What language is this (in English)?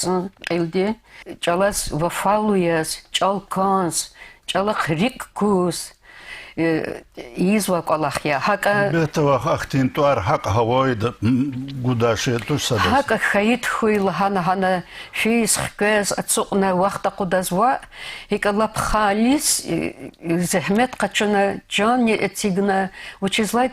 Lezghian